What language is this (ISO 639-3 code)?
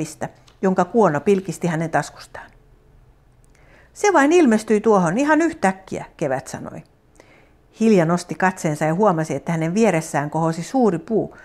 fin